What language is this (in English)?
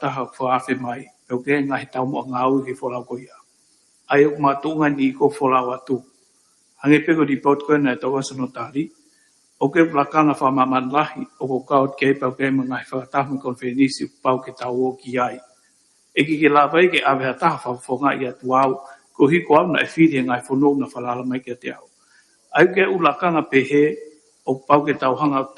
Tongan